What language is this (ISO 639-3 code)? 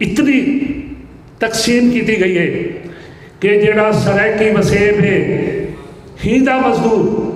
skr